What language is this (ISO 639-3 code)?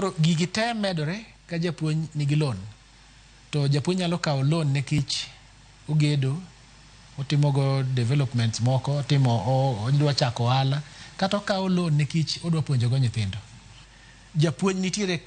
luo